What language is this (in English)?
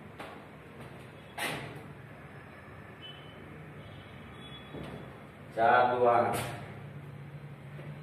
Gujarati